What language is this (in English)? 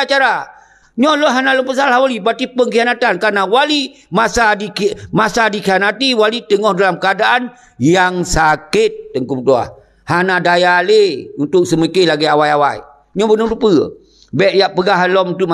Achinese